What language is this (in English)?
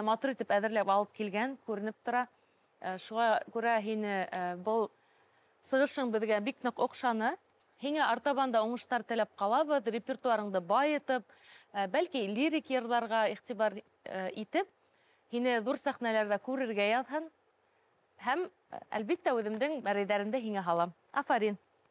Bashkir